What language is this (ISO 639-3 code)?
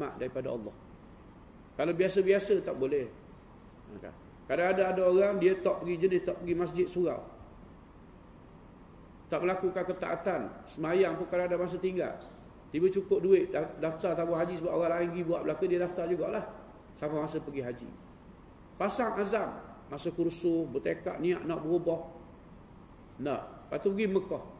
msa